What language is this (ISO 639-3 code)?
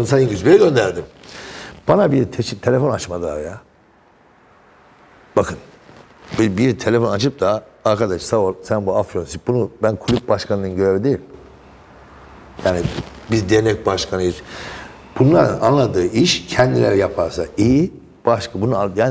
tur